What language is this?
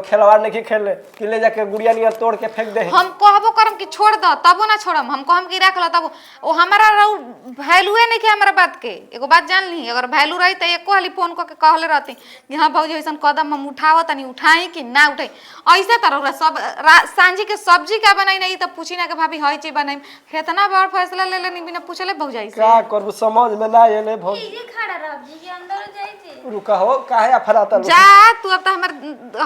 Bhojpuri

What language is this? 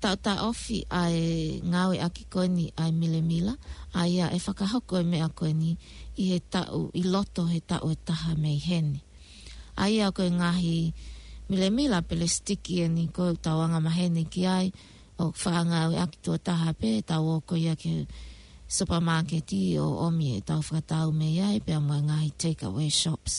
Tongan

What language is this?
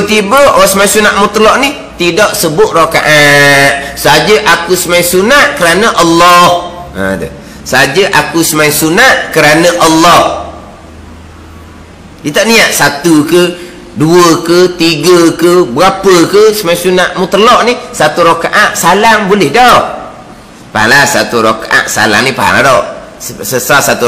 Malay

